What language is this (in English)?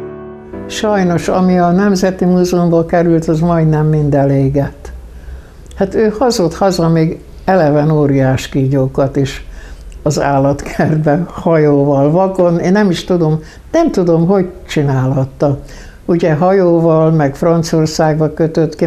Hungarian